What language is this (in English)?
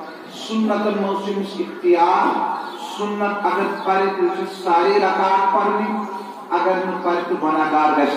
Kashmiri